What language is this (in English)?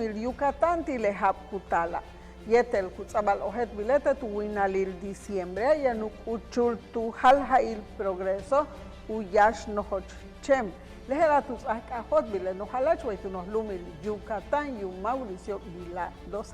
Yucateco